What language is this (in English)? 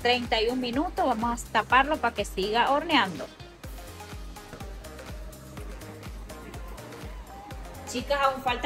Spanish